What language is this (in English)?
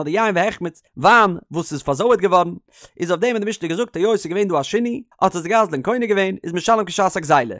Yiddish